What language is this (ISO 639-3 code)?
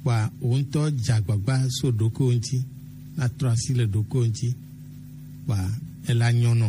gej